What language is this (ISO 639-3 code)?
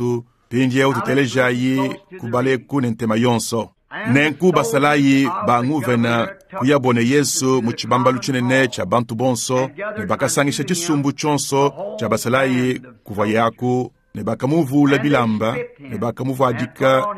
lua